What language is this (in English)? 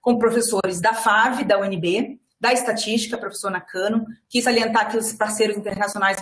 Portuguese